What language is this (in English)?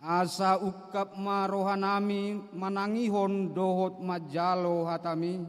Batak Toba